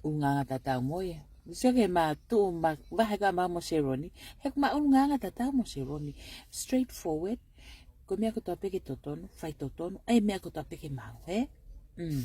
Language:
Tongan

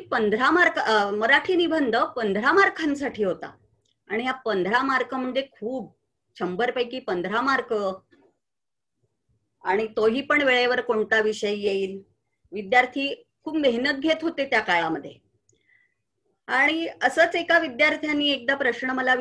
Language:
Marathi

